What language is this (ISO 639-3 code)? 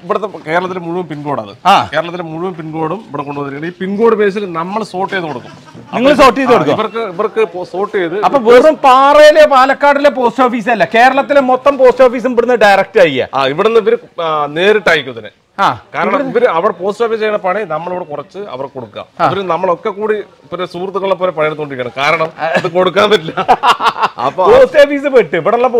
mal